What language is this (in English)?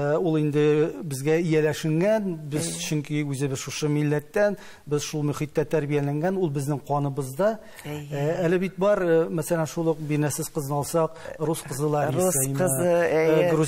Tatar